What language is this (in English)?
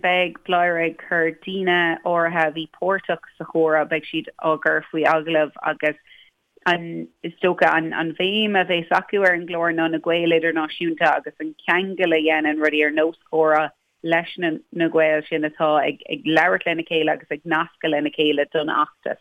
Irish